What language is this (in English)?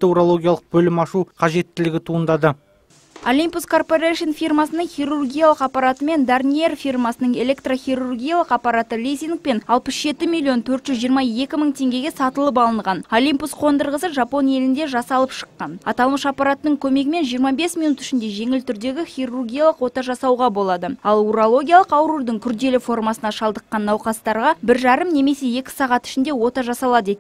Kazakh